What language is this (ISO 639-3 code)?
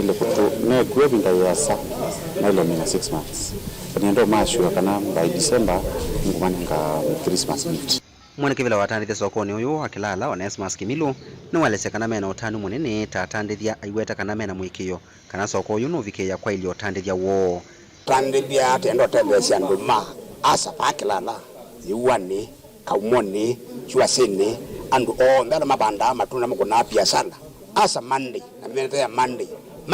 kam